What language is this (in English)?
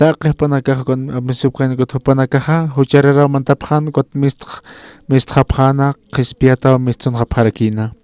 Aymara